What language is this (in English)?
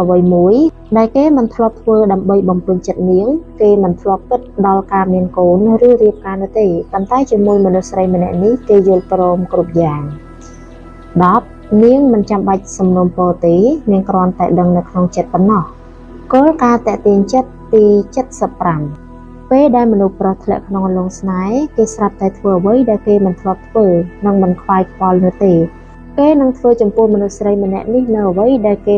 Khmer